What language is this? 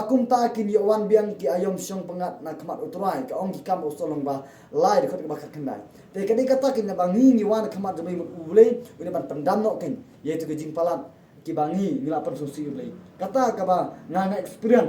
Khasi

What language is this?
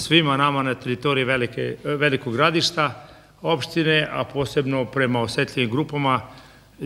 Serbian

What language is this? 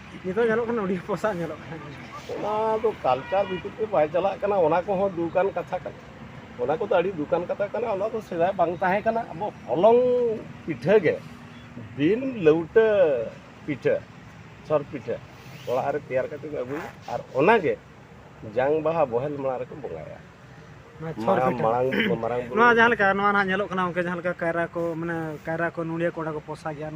Santali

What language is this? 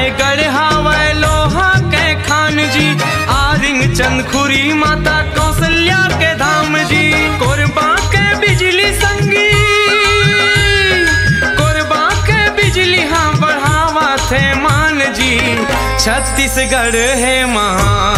Chhattisgarhi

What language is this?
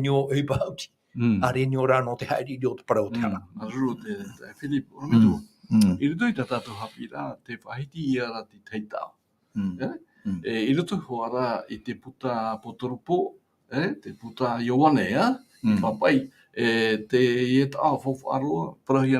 Tahitian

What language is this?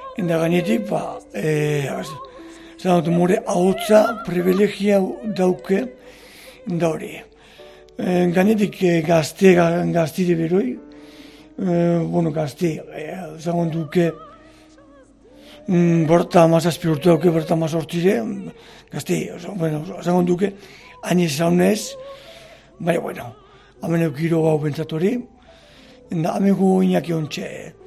Basque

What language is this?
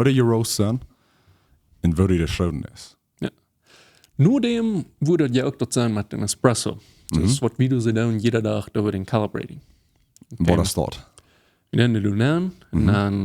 Plautdietsch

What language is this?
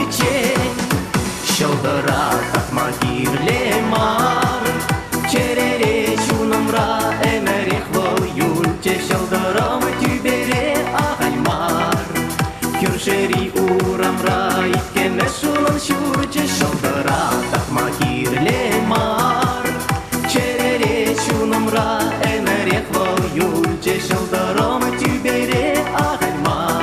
Chuvash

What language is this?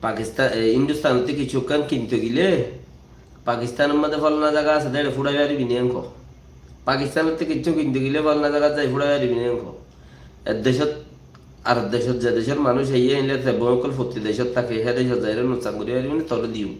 Rohingya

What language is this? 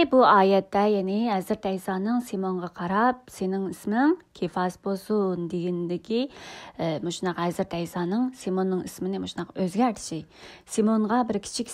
Uyghur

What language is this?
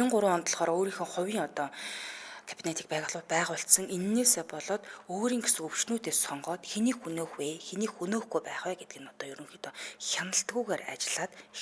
Mongolian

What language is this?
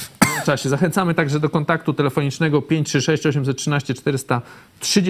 Polish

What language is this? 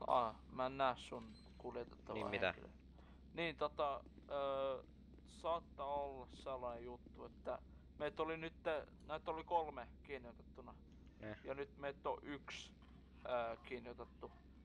Finnish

